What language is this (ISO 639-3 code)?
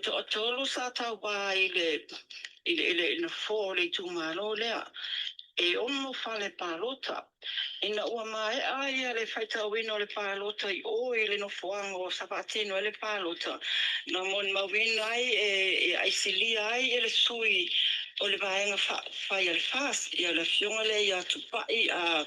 smo